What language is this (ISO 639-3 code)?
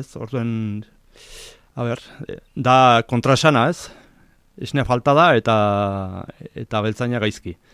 eus